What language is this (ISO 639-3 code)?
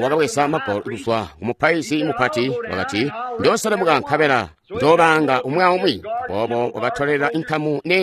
toi